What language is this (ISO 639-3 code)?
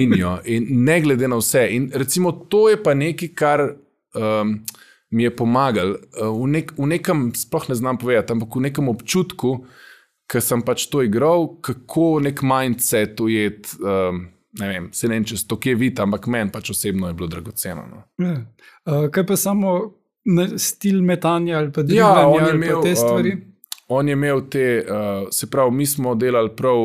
slv